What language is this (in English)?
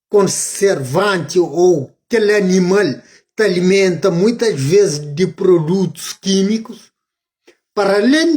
Kabuverdianu